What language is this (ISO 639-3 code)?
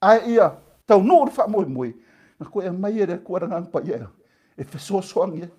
smo